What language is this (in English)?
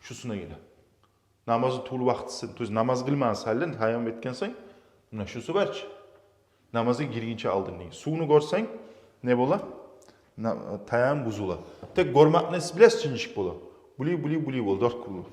Kumyk